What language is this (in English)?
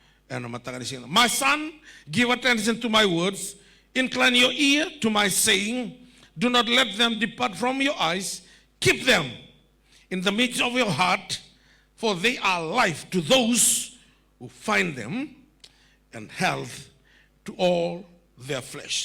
Fijian